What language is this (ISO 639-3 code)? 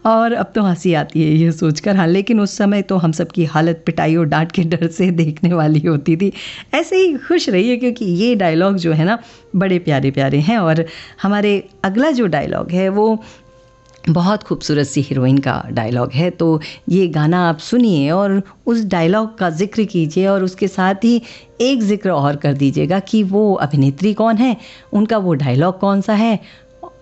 hin